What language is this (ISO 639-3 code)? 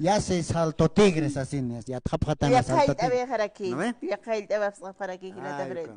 aym